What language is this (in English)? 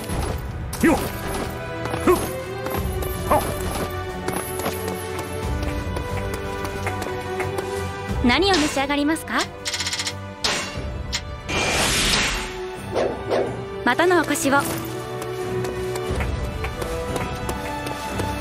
Japanese